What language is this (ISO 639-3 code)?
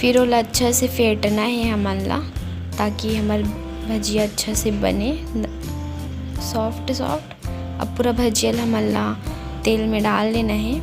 hne